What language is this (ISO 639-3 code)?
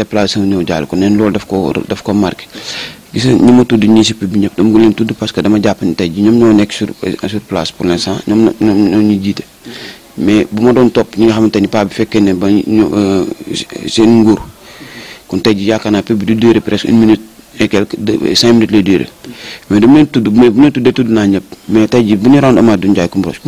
wol